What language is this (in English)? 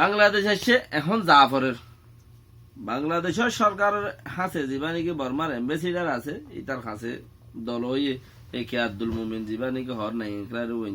Rohingya